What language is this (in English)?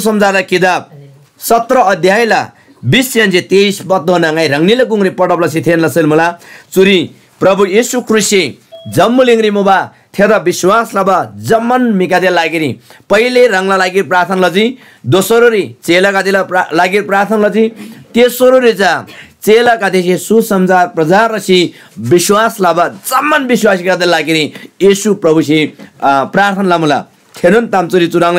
Eastern Tamang